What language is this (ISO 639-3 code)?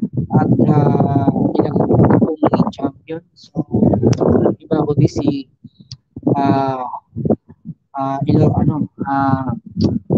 fil